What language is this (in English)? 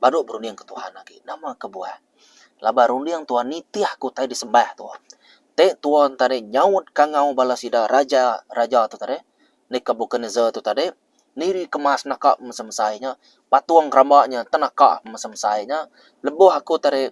Iban